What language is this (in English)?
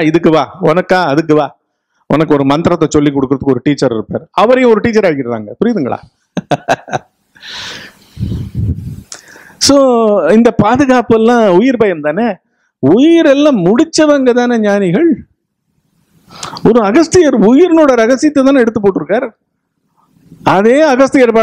Tamil